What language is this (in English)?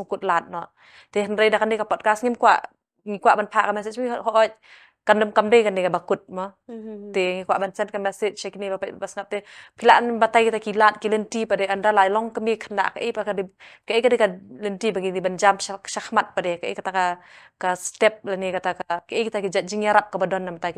Khasi